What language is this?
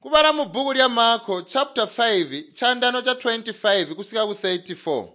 Tonga (Zambia)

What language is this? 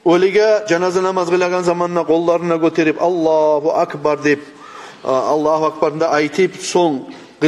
Kumyk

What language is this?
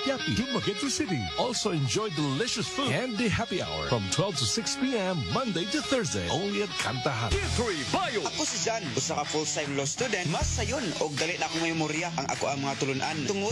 Cebuano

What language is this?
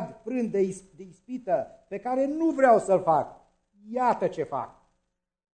Romanian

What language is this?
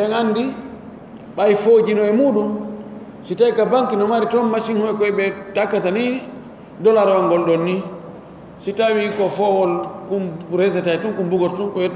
Pular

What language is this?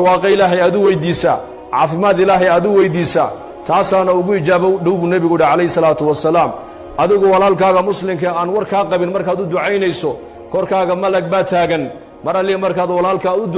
Somali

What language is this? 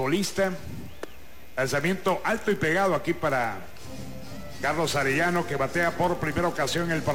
Spanish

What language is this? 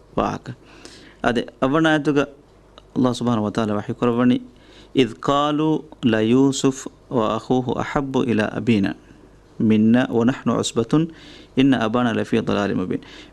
Divehi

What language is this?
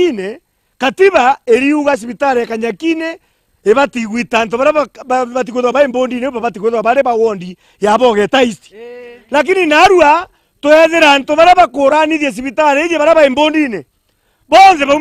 Meru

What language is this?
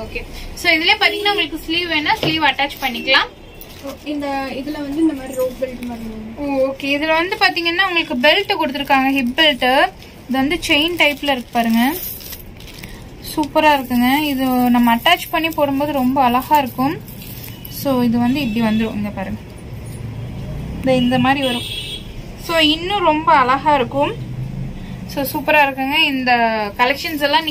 Tamil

